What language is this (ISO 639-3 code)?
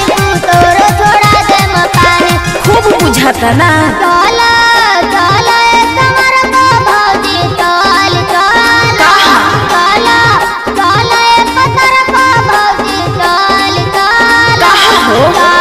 bho